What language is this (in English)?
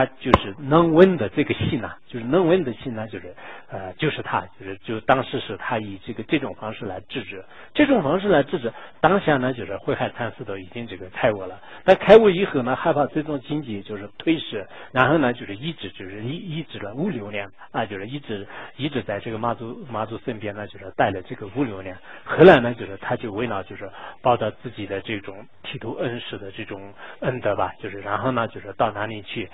Chinese